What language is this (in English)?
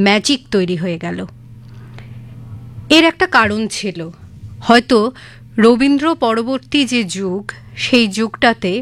Bangla